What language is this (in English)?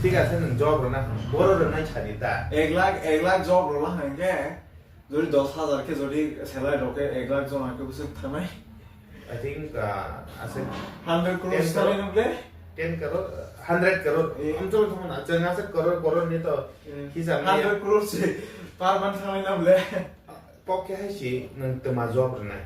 Kok Borok